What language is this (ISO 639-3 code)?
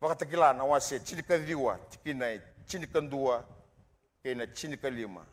fij